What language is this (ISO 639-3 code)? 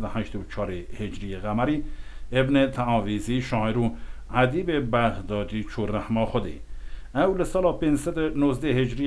kur